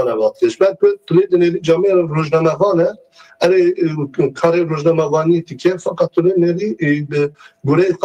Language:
Kurdish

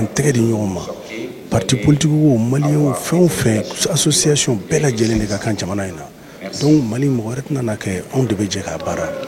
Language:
Bambara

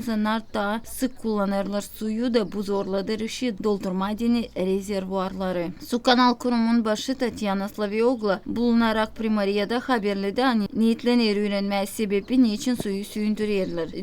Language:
Gagauz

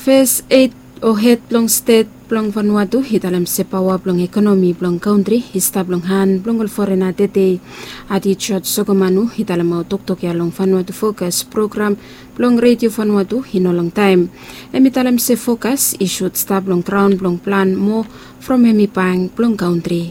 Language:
Bislama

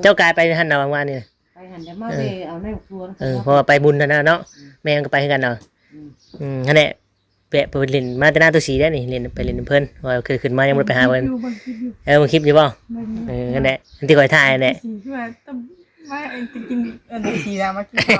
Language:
Northeastern Thai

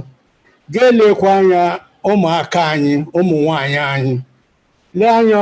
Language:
Igbo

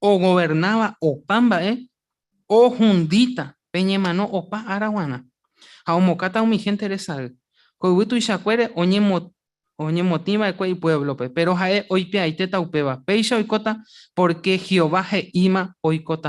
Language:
Guarani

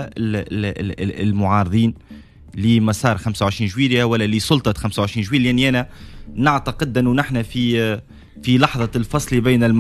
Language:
Tunisian Arabic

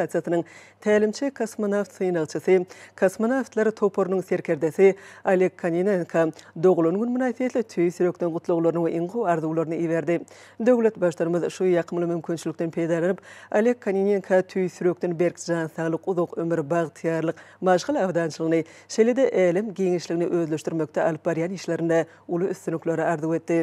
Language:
Turkmen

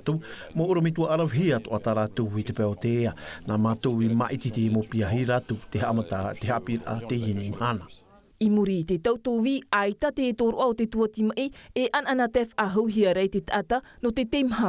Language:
Tahitian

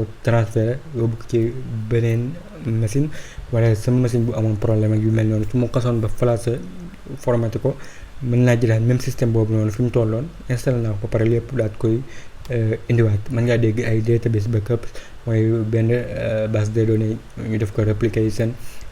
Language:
Wolof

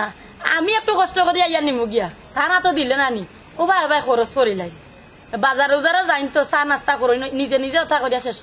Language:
Sylheti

